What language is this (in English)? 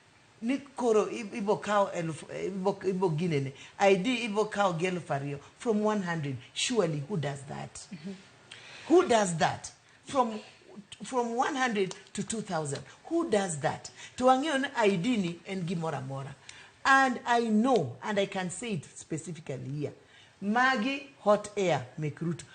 Luo (Kenya and Tanzania)